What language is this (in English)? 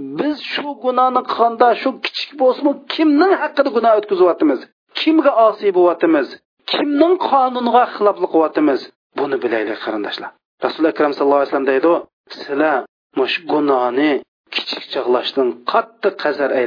Uyghur